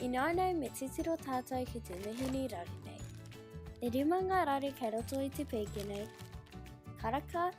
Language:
Māori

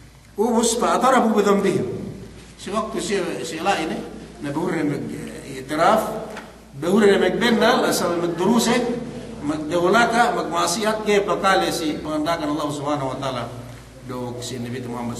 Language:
Yakan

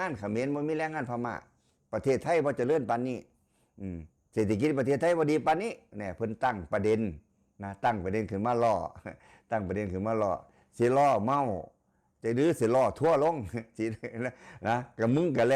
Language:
Northeastern Thai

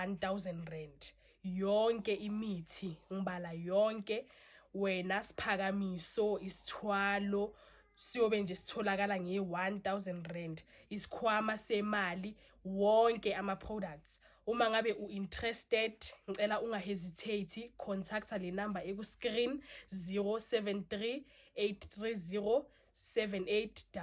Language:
Zulu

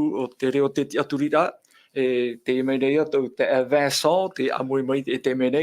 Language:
Tahitian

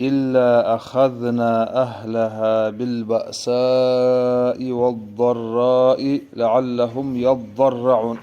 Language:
Kumyk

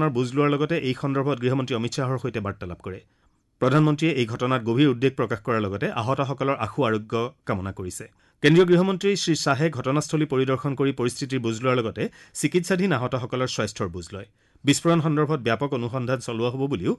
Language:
Assamese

